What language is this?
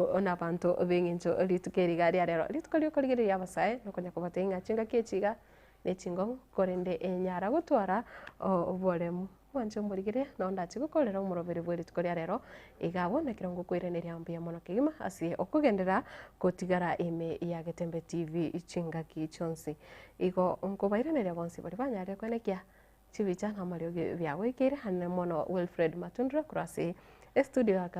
Gusii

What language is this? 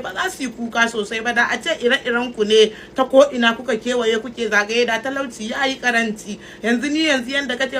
Hausa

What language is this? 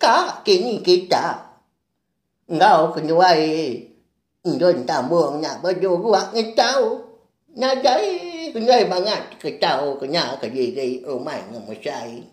Iban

